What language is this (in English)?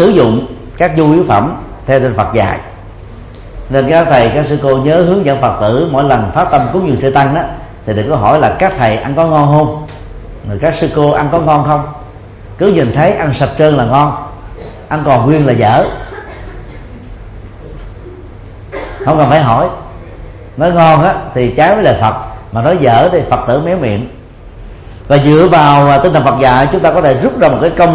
Vietnamese